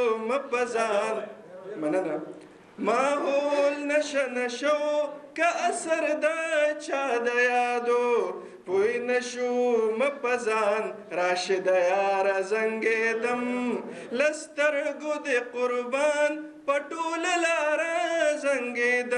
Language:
Pashto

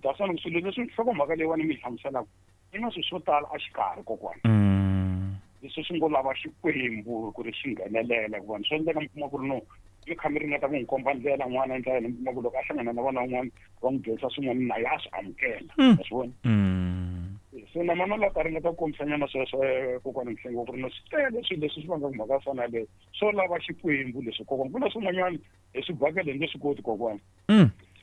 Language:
Tsonga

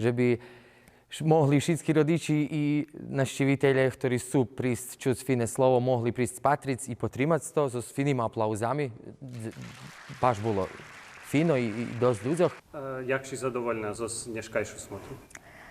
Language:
Rusyn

